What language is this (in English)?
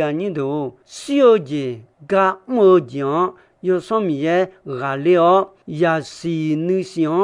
Akha